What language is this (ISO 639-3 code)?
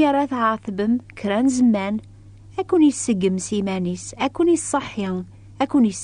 kab